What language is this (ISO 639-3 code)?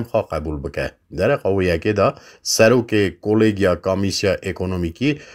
kur